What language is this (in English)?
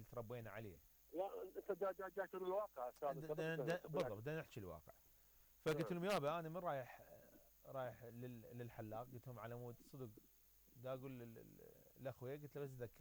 Mesopotamian Arabic